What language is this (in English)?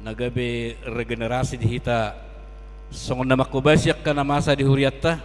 Batak Toba